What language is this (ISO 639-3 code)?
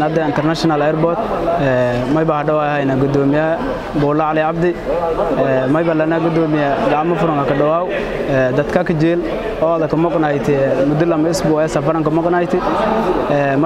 som